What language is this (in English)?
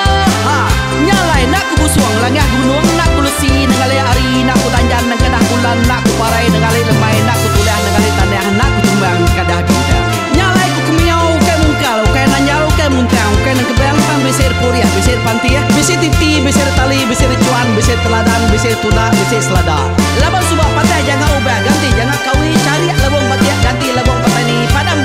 Iban